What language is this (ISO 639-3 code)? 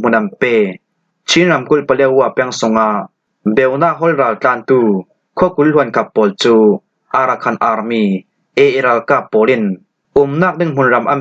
cfm